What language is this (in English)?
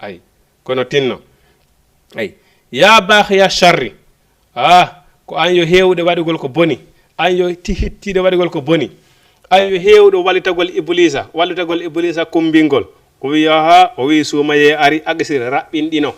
Fula